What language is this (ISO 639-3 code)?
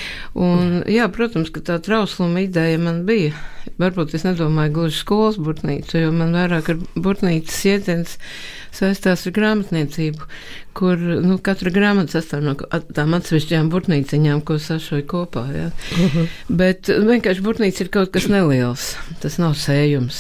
lav